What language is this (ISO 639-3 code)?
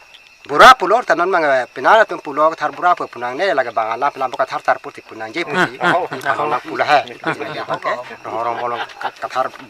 mjw